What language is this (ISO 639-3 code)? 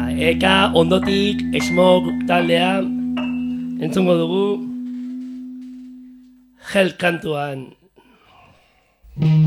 eus